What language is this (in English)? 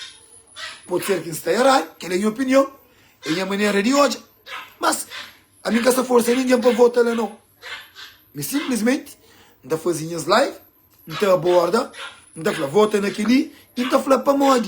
Kabuverdianu